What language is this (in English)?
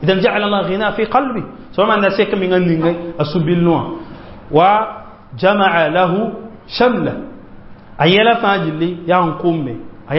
Mossi